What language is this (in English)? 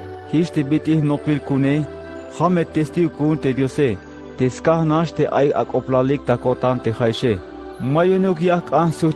Tzeltal